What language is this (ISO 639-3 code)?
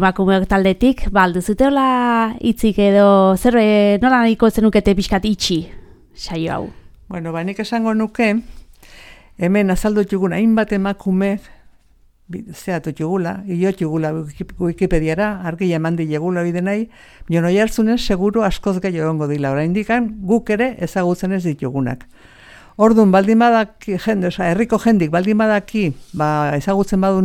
eus